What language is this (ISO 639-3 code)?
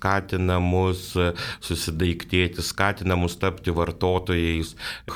lit